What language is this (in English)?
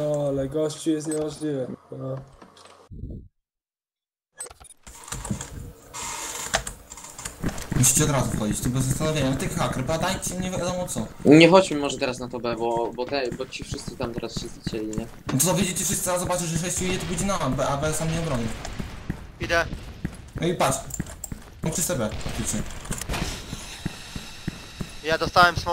Polish